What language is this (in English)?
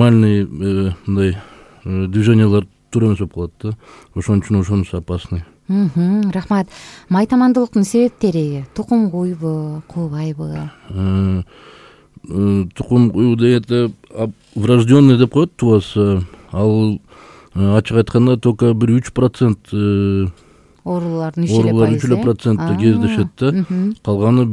Kyrgyz